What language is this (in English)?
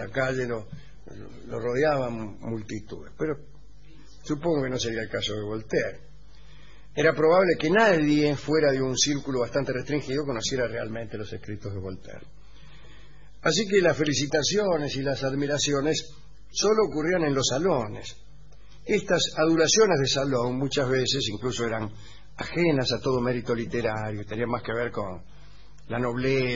Spanish